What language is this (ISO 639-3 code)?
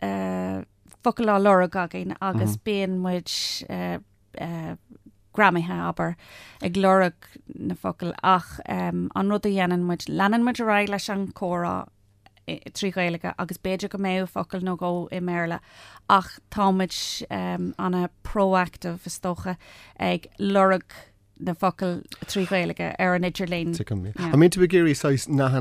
gle